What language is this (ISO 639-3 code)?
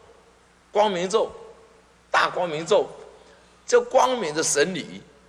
zho